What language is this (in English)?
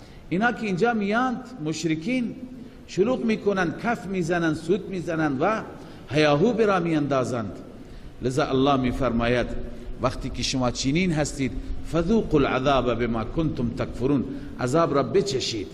Persian